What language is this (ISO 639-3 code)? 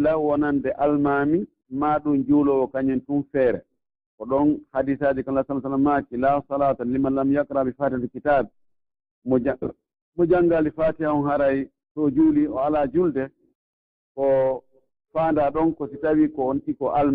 fuf